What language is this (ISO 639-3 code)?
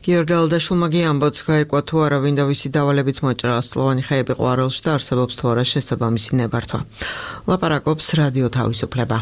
kat